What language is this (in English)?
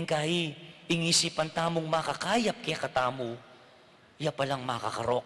Pampanga